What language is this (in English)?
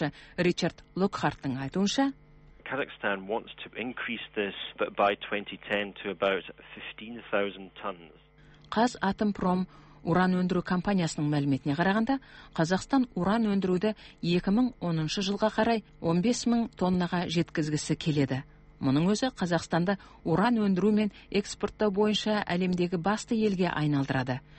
Kazakh